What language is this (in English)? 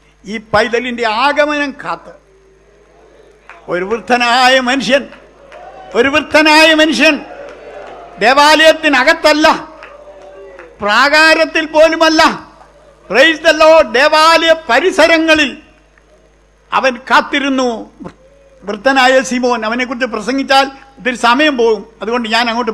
Malayalam